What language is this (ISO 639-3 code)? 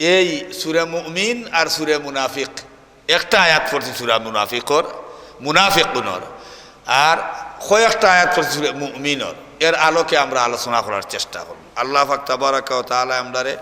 syl